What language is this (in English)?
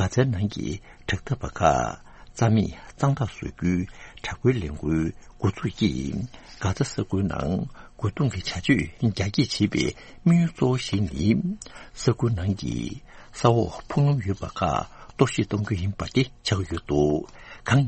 Tibetan